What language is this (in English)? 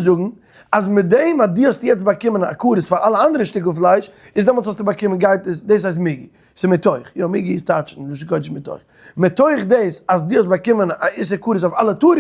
Yiddish